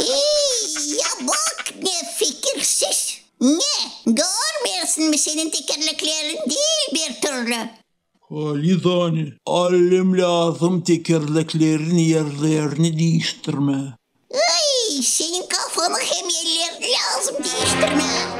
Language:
Gagauz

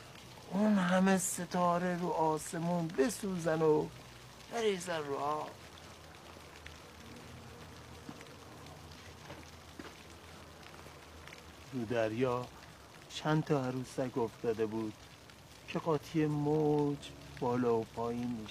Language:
Persian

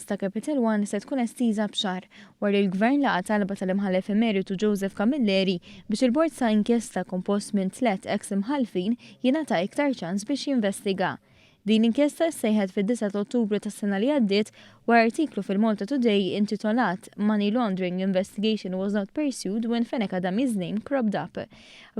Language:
Maltese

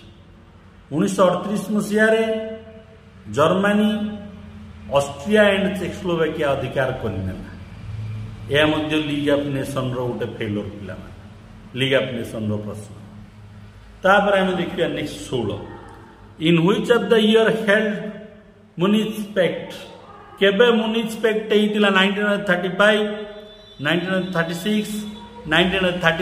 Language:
Odia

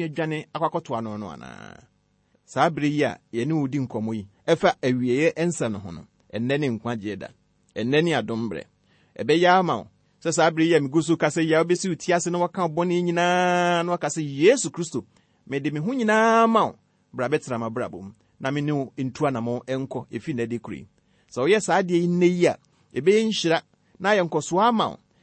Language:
Akan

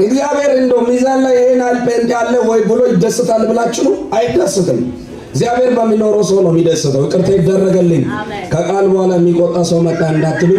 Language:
Amharic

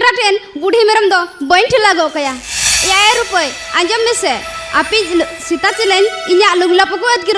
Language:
Santali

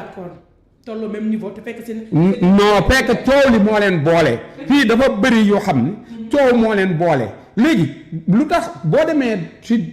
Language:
Wolof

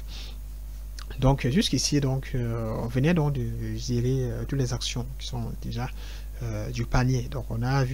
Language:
French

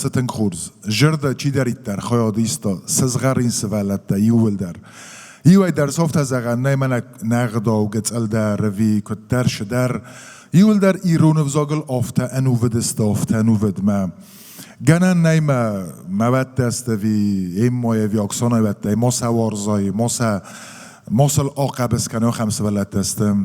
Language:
Ossetic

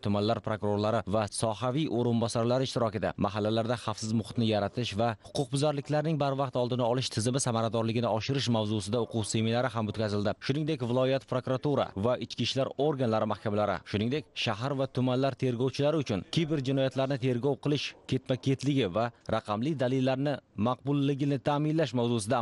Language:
Uzbek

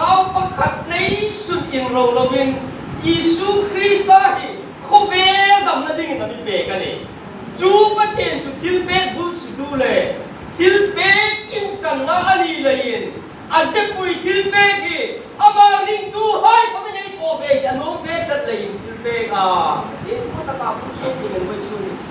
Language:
Hmar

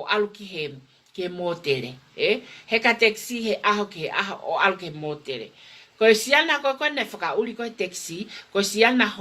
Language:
Tongan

